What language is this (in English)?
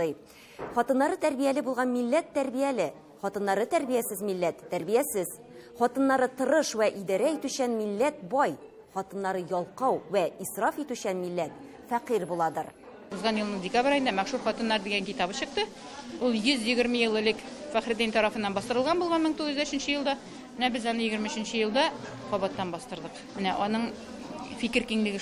Tatar